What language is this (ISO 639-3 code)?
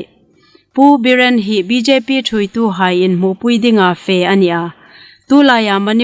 hmr